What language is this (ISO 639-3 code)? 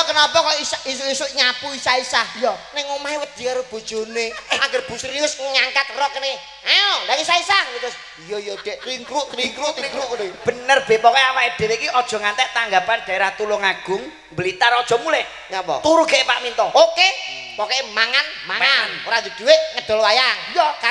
jav